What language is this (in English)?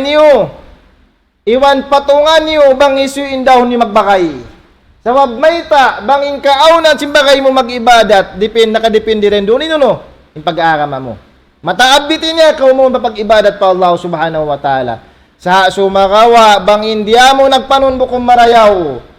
Tausug